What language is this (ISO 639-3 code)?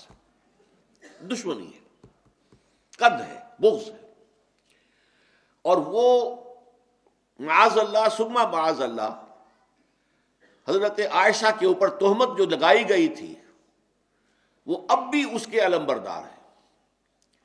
urd